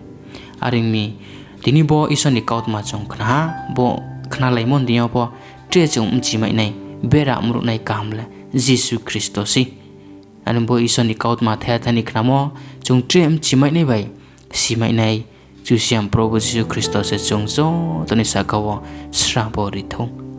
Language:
Riang (India)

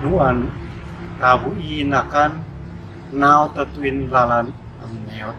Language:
Uab Meto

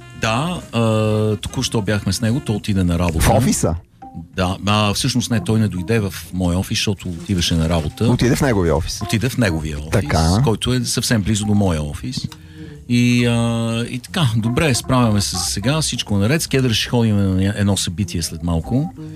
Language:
Bulgarian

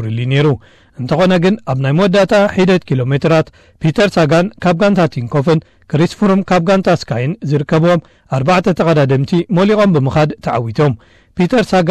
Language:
Tigrinya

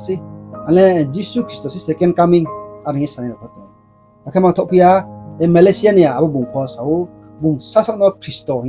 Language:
Riang (India)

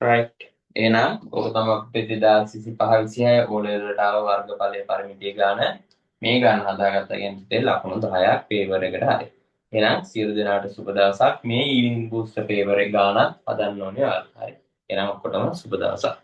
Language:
Sinhala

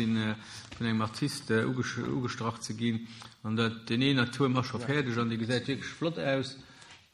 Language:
Luxembourgish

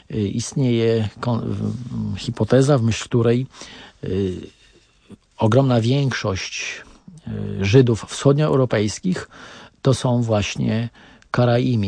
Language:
Polish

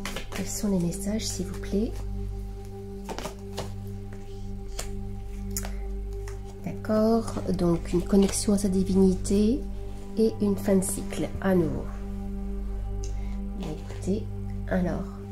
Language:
French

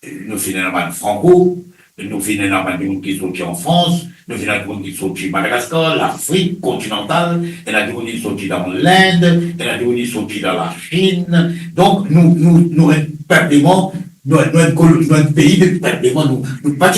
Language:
Morisyen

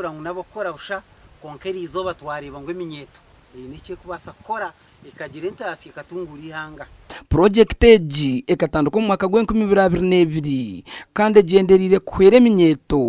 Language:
Nyankole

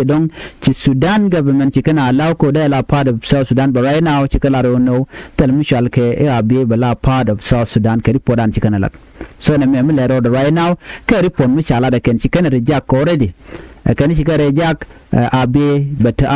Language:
Nuer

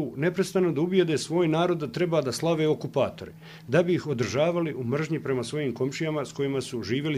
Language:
Bosnian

